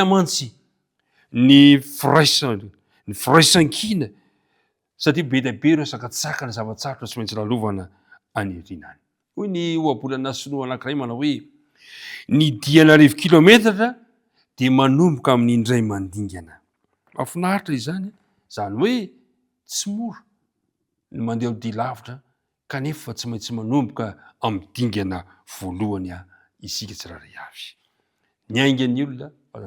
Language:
Malagasy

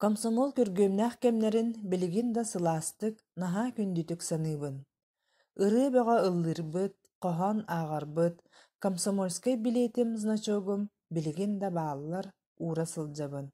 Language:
Yakut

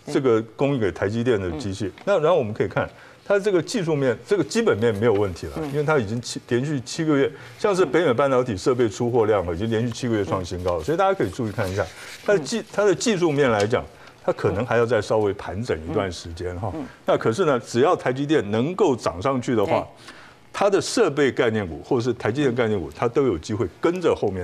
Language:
Chinese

